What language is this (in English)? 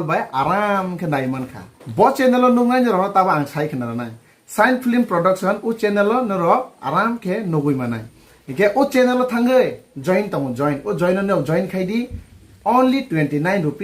Kok Borok